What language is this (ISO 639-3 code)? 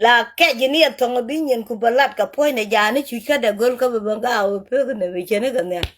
nus